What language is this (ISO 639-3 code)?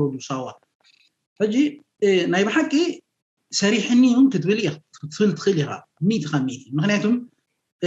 tir